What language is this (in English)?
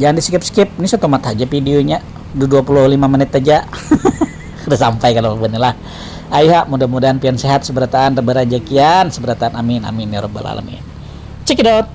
Banjar